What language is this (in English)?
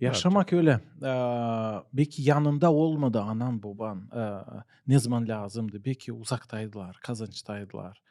Gagauz